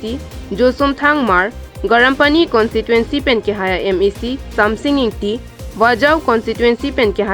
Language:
Karbi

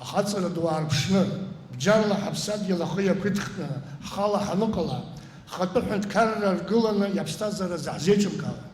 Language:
Abkhazian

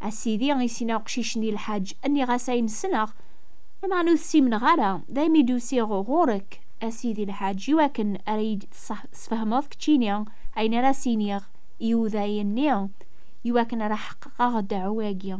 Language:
Kabyle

